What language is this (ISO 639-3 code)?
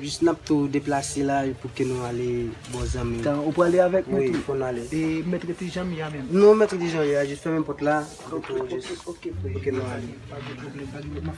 hat